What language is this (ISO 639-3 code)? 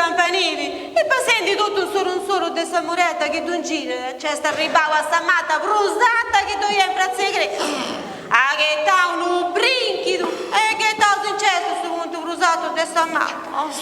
srd